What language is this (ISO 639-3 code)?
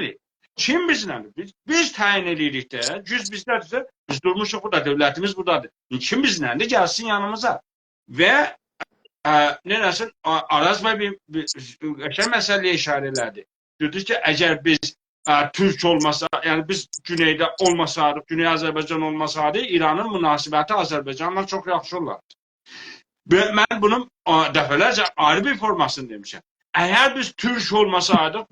azb